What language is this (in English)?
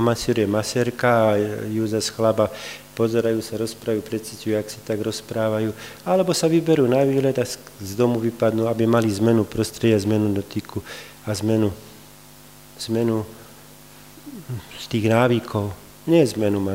Slovak